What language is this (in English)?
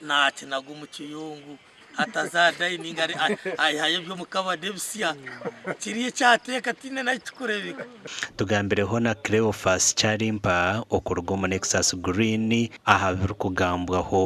Nyankole